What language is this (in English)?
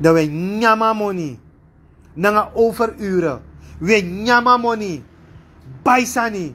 Sranan Tongo